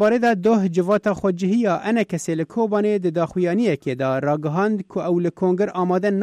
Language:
Kurdish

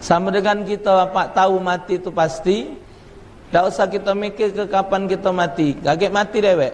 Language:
Musi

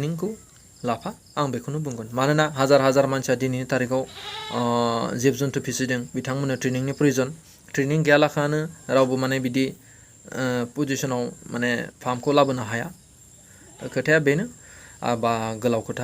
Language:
Bodo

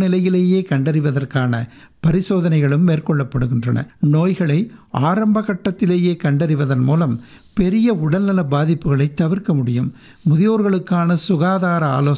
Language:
Tamil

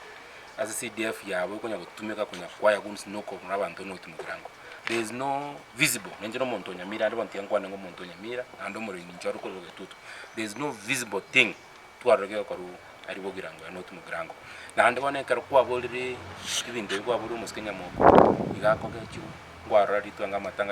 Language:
Gusii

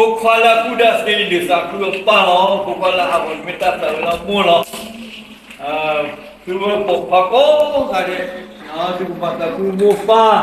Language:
S'gaw Karen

